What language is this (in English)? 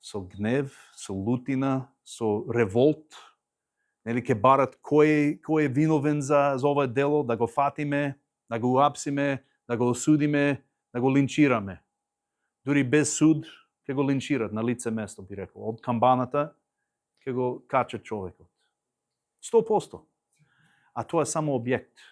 Macedonian